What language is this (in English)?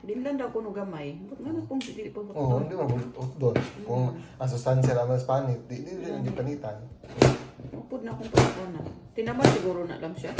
Cebuano